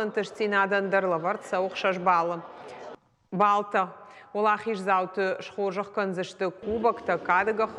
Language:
Ossetic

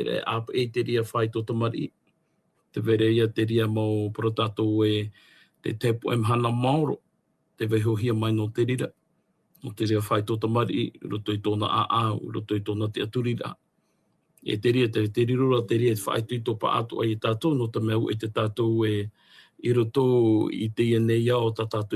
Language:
Tahitian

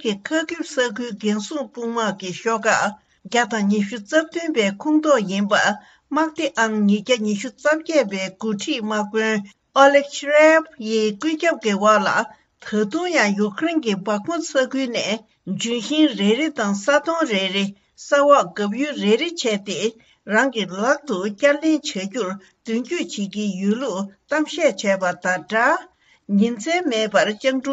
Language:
Tibetan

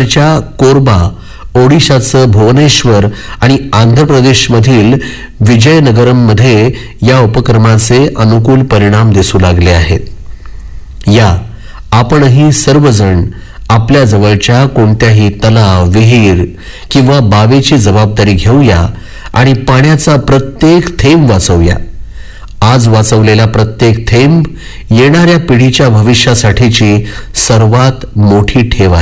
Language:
Marathi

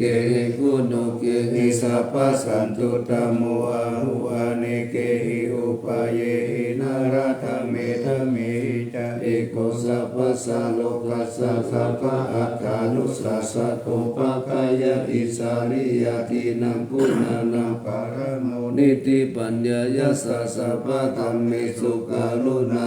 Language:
Pali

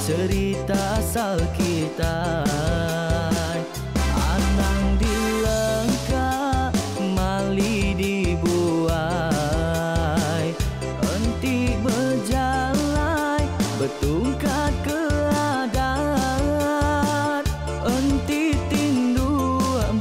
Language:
Iban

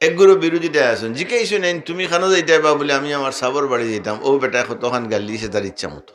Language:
Sylheti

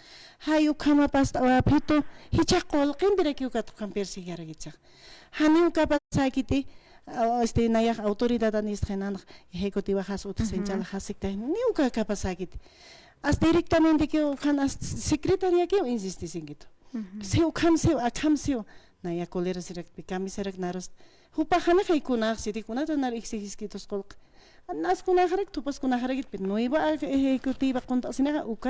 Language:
Aymara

